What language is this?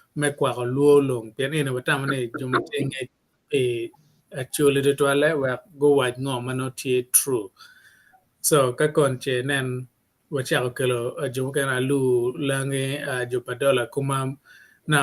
Acoli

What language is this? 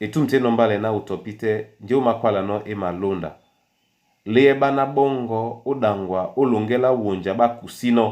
Duala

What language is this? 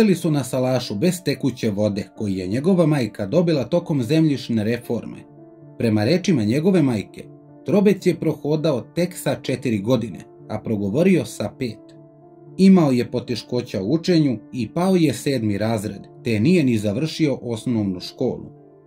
Serbian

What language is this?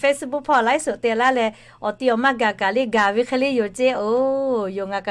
Lahu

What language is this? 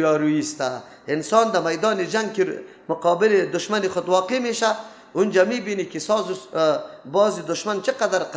Persian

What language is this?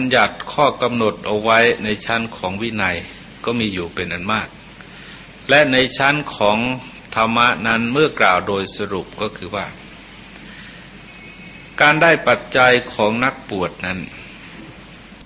Thai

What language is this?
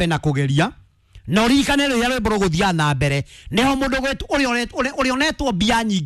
Kikuyu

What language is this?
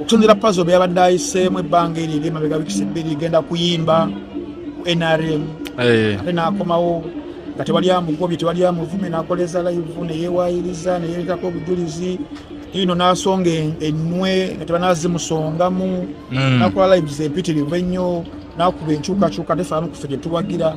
Ganda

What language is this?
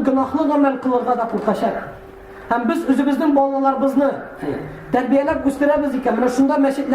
Tatar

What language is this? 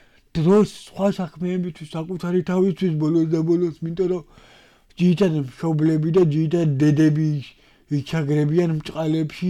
Georgian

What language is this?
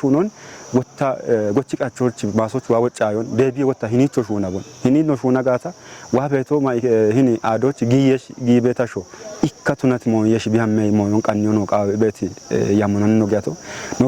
Kafa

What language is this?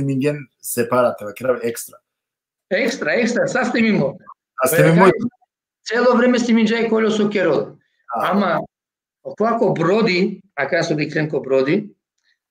Balkan Romani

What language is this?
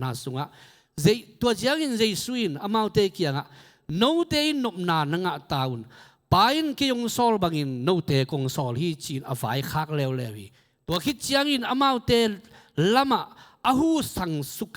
Tedim Chin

